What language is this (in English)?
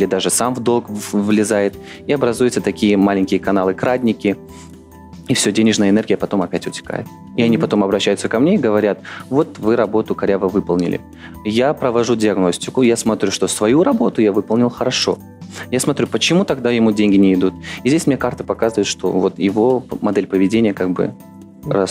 Russian